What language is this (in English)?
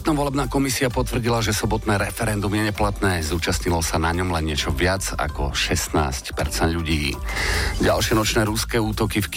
Slovak